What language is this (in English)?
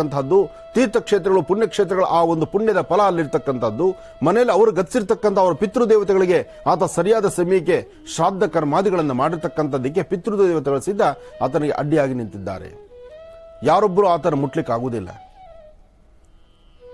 Kannada